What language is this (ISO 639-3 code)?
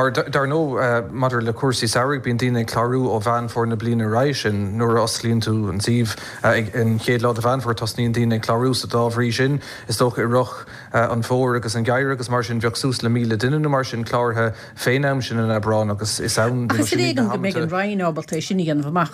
gle